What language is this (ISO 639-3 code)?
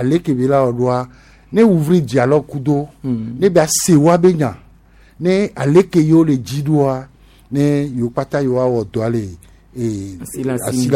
gej